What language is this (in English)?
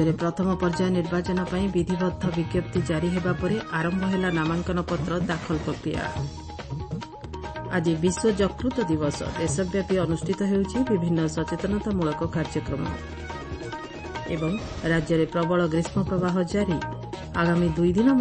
Odia